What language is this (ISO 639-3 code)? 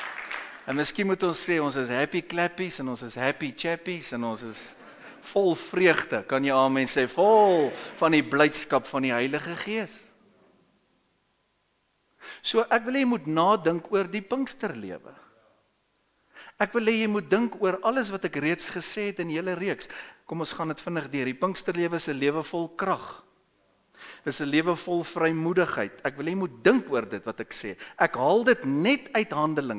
afr